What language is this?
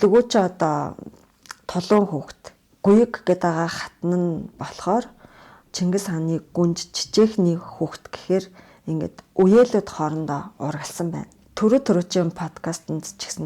Mongolian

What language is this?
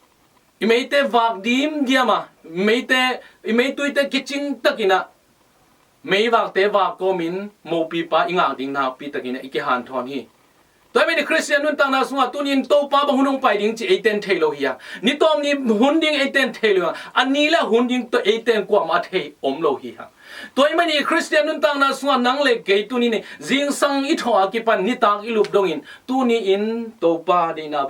Tedim Chin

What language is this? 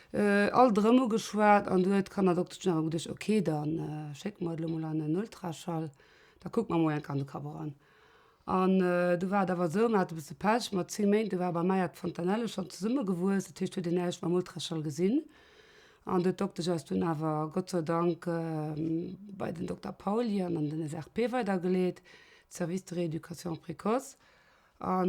Luxembourgish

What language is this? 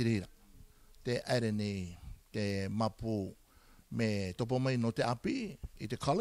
Rarotongan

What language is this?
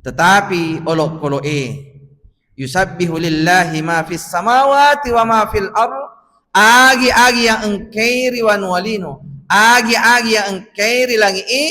Buginese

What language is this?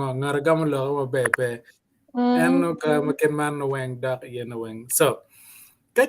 Acoli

